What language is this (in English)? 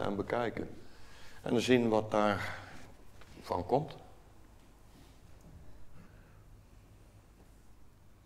Dutch